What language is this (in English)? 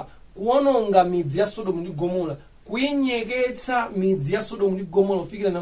Nyanja